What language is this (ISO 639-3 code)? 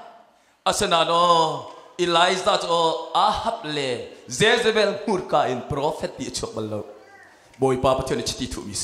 cnh